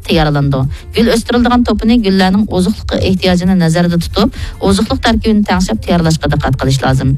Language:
Uyghur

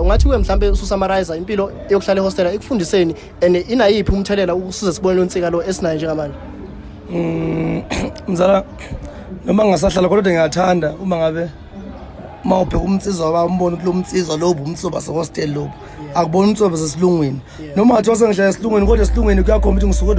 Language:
Zulu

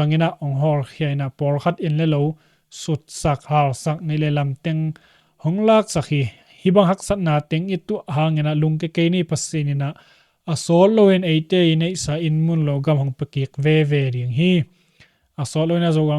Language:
Tedim Chin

